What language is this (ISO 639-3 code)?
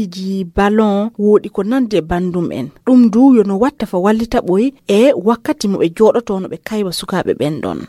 ful